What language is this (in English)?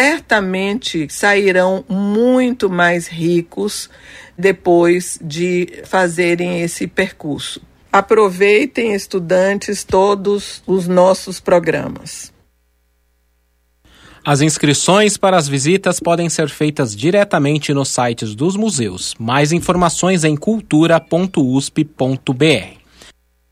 Portuguese